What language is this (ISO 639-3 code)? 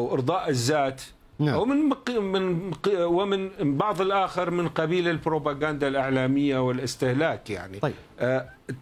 ara